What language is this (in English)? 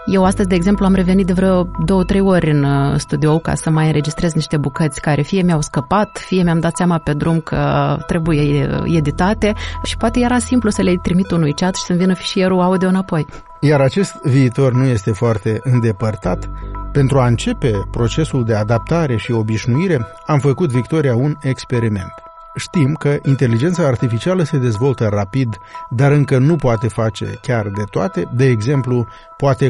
Romanian